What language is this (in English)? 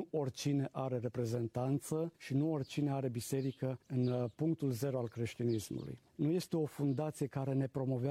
Romanian